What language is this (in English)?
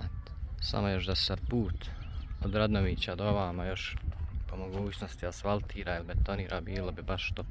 Bosnian